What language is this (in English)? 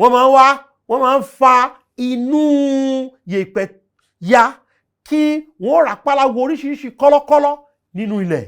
Yoruba